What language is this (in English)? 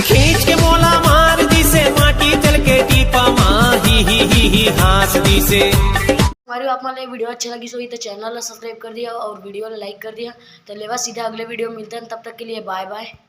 Chhattisgarhi